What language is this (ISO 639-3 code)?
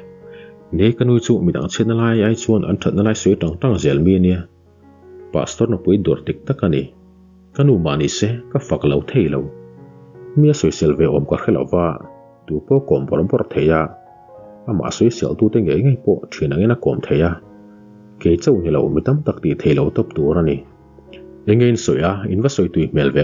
lus